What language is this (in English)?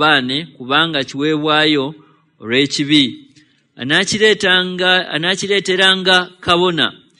Ganda